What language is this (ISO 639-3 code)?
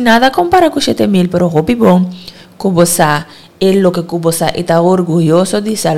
pap